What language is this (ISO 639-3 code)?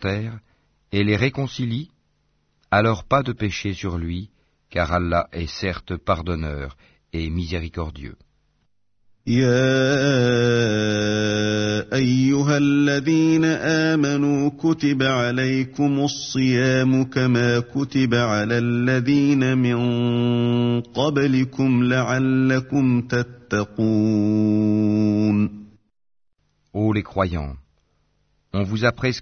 fra